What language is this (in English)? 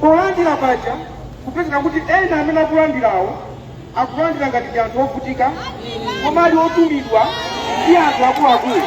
Nyanja